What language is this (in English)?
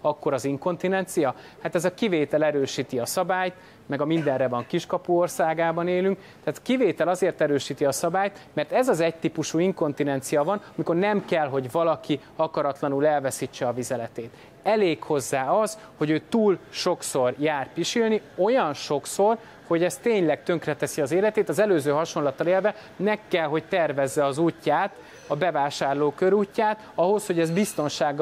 Hungarian